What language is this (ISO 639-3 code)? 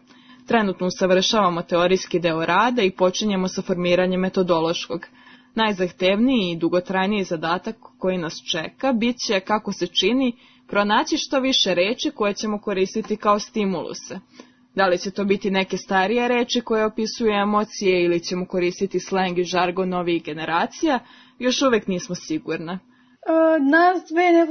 srp